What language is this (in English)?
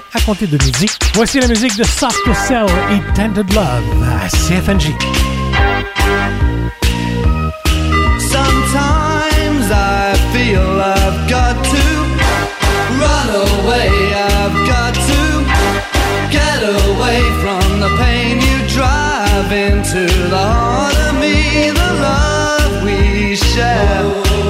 French